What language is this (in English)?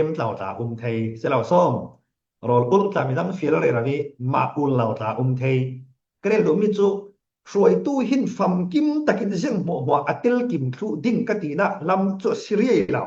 Falam Chin